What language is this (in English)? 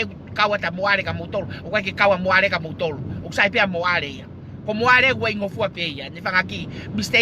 Tongan